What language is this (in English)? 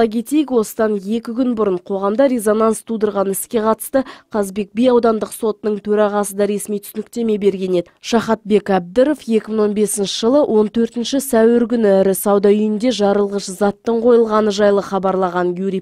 Kazakh